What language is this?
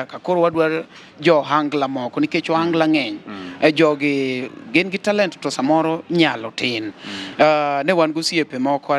Luo (Kenya and Tanzania)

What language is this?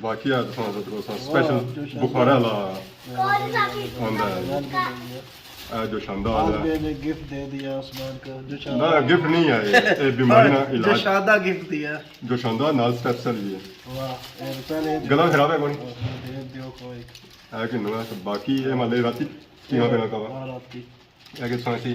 Pahari-Potwari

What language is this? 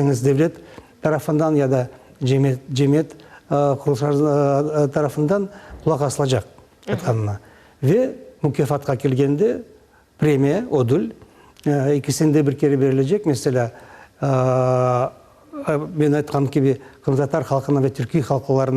Crimean Tatar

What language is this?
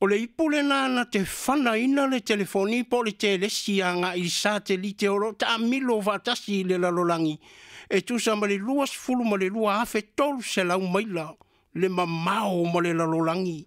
Samoan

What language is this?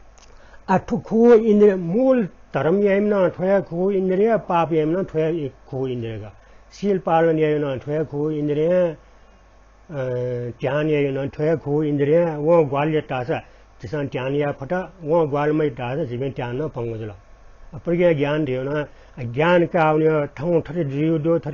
Newari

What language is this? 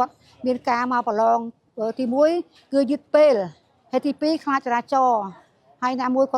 Khmer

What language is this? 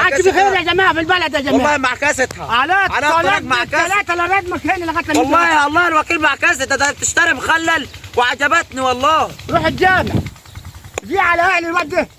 Egyptian Arabic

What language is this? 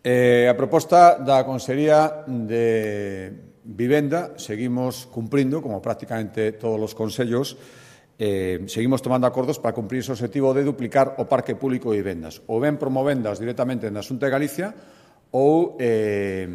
Galician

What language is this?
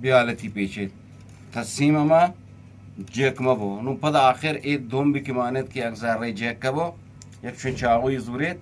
Eastern Balochi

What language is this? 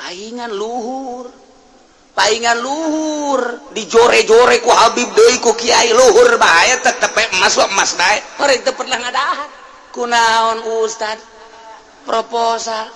Sundanese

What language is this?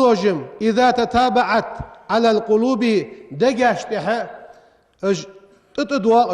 Ingush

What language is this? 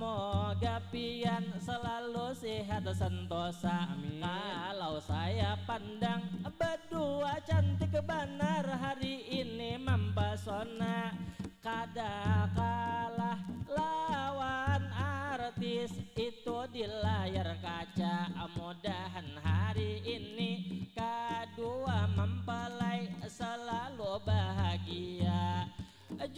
Banjar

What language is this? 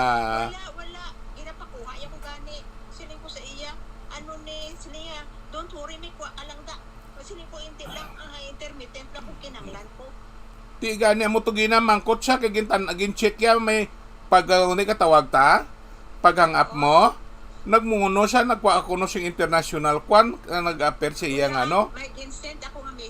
Hiligaynon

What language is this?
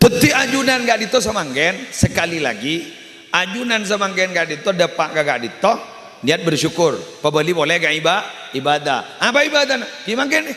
Madurese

